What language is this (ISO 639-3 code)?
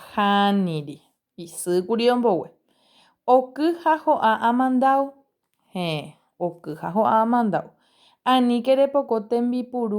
grn